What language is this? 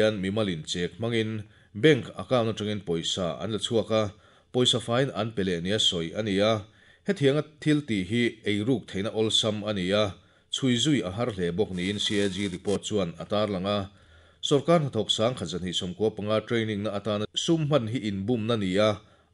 Mizo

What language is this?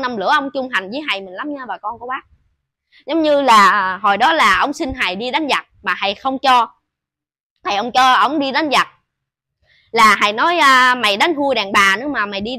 Vietnamese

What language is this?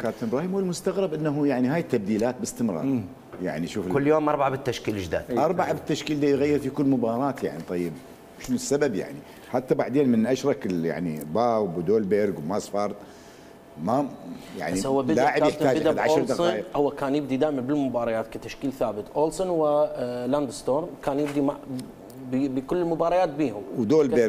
Mesopotamian Arabic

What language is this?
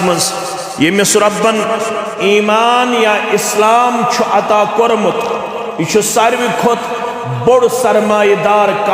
Kashmiri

